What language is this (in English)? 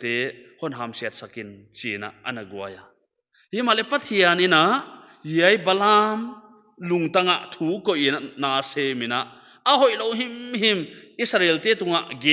Paite Chin